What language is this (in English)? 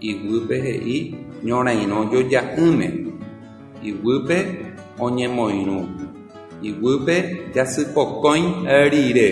Guarani